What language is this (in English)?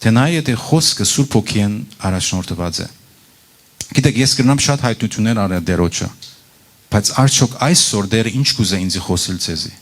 Western Armenian